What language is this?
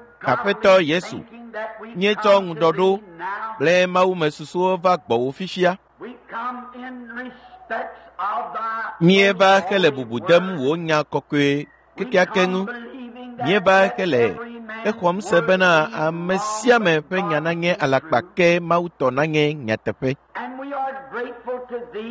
Ewe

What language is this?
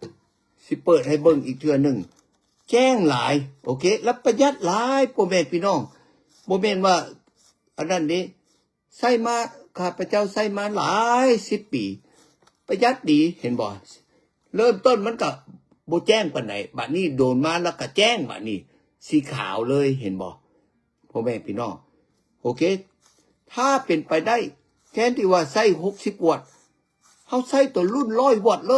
Lao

